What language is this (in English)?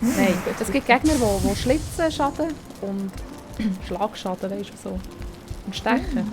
Swiss German